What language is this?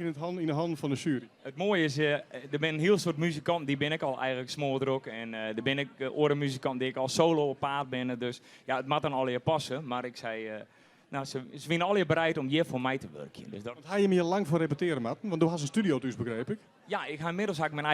Western Frisian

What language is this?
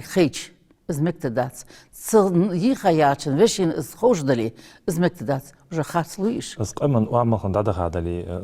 Ingush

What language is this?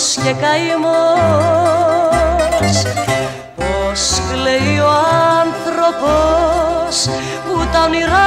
Greek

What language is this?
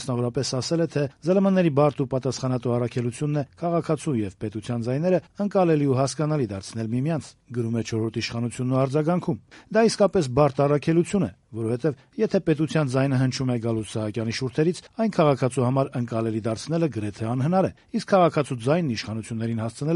Armenian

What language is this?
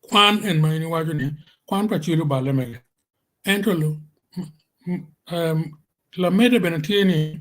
Acoli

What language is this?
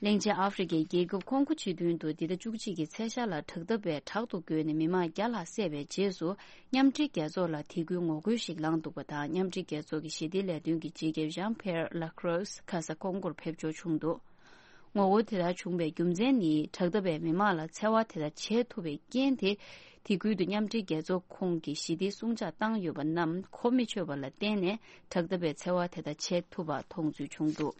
Tibetan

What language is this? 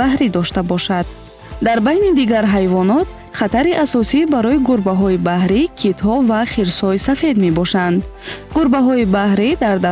Tajik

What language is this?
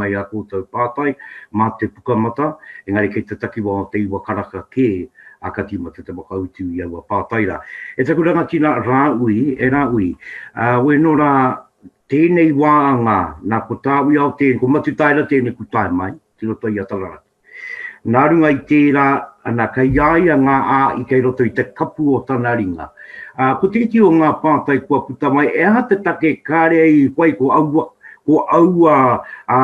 Māori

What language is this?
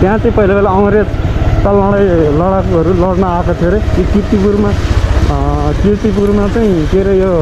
Nepali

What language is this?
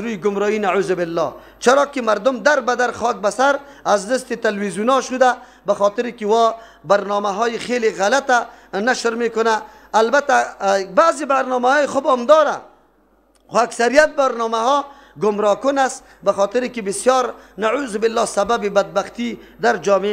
Persian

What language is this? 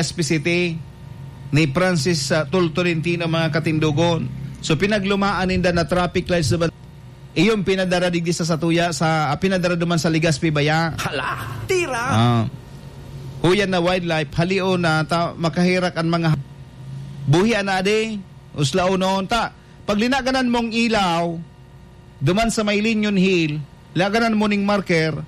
Bikol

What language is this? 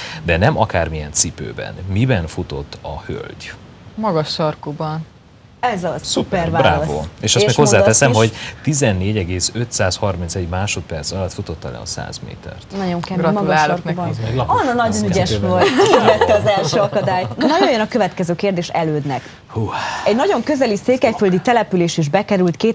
Hungarian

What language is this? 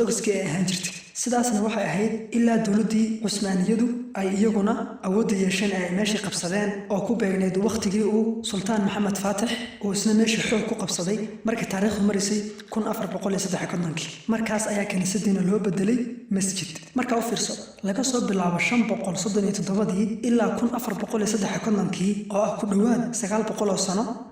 Somali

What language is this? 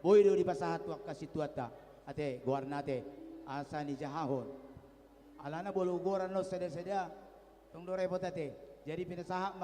Batak Toba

